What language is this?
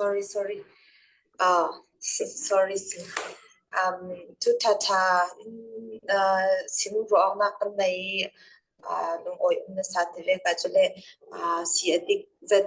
Falam Chin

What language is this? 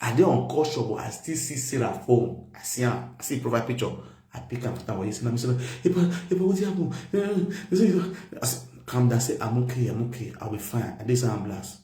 Nigerian Pidgin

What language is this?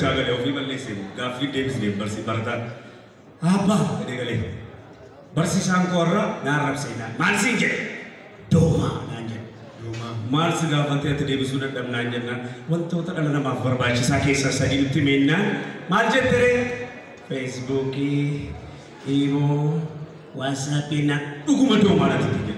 Oromo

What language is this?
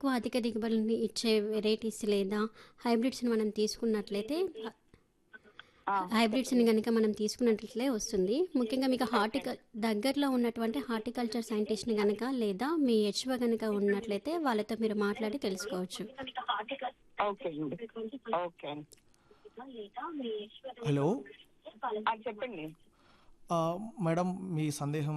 Telugu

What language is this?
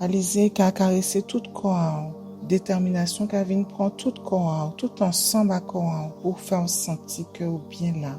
Guadeloupean Creole French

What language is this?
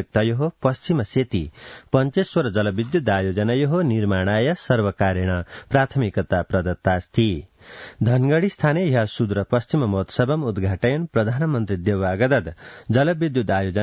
Sanskrit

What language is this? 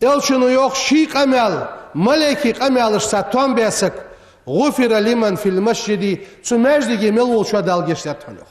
Ingush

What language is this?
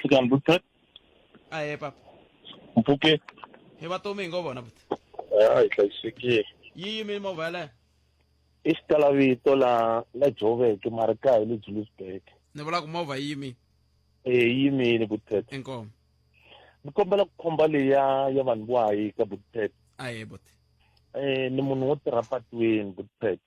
Tsonga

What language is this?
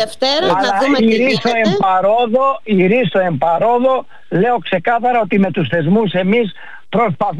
Greek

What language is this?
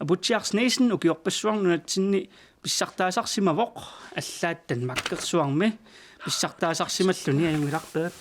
Kalaallisut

